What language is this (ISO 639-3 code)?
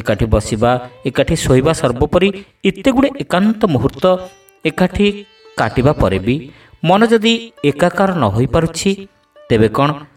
ori